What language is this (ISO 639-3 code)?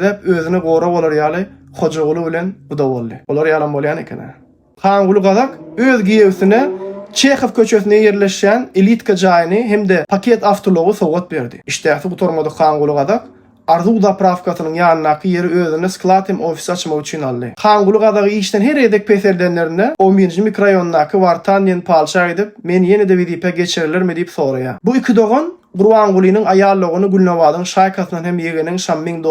tuk